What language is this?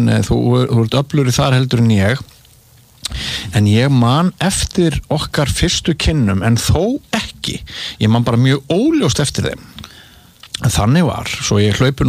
Icelandic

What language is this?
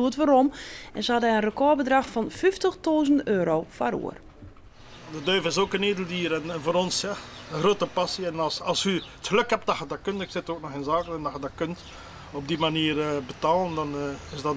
Western Frisian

